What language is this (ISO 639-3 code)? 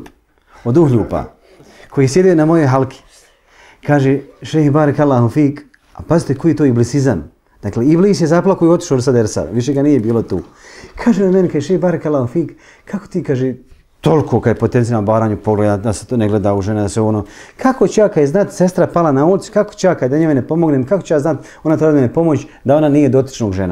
bos